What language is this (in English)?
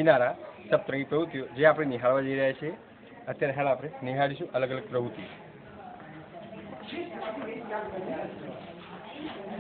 Gujarati